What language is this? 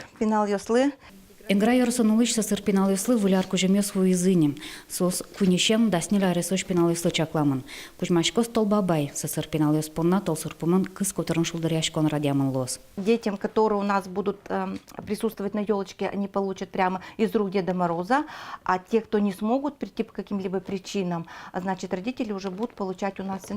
Udmurt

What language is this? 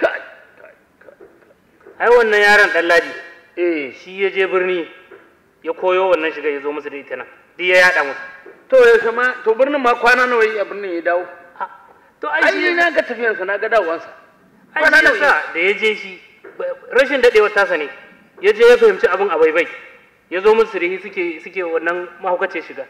Hausa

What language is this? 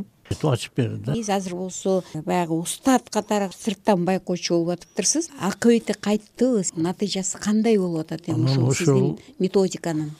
Kyrgyz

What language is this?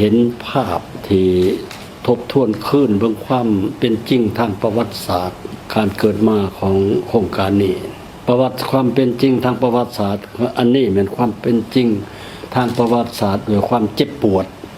Lao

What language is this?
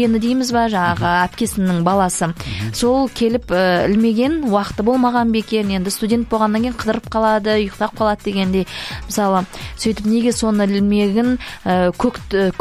Kazakh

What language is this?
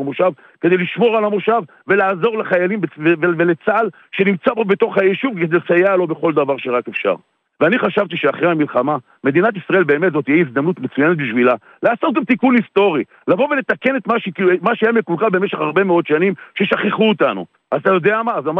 Hebrew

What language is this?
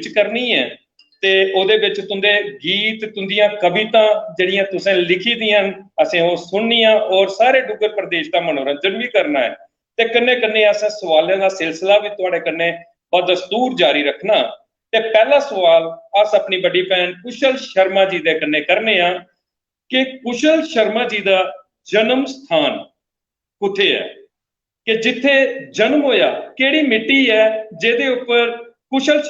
Dogri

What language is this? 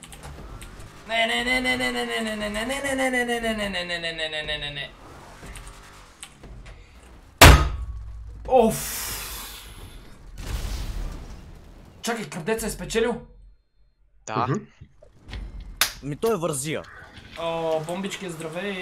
Bulgarian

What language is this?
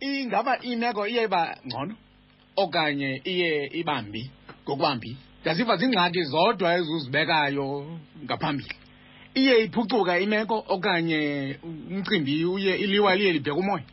Xhosa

